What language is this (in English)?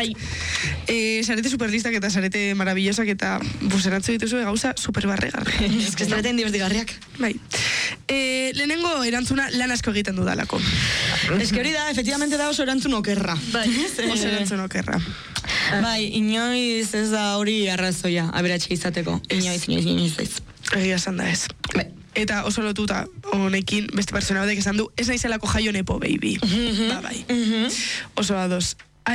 Basque